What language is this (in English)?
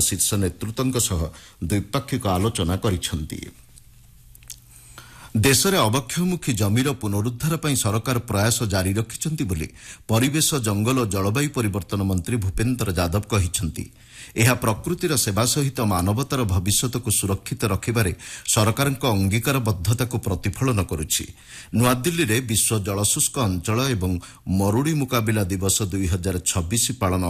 Odia